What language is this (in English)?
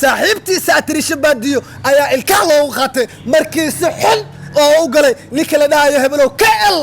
Somali